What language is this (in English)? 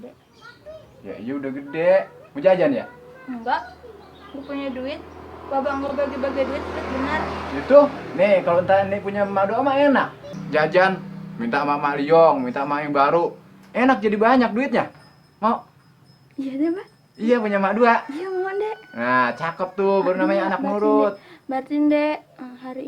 Betawi